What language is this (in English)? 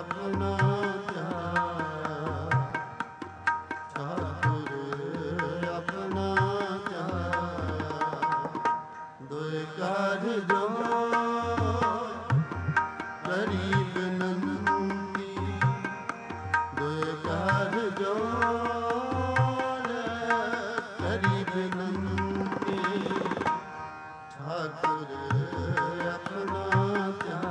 Punjabi